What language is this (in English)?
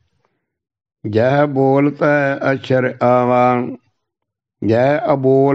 Punjabi